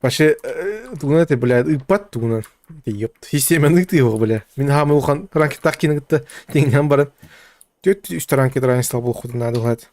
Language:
Yakut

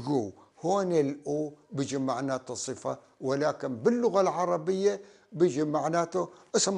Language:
North Levantine Arabic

